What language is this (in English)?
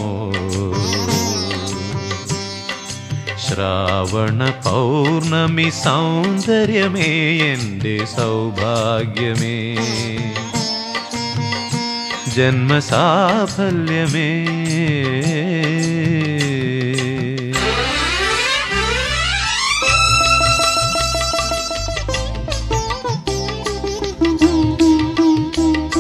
Malayalam